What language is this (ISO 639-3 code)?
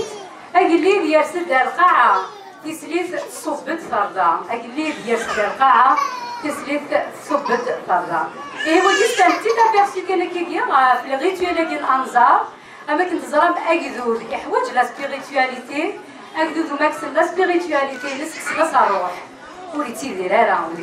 kab